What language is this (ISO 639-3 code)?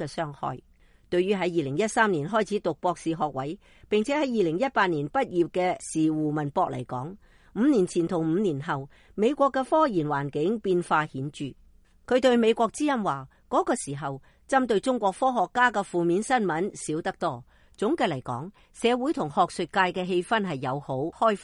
yue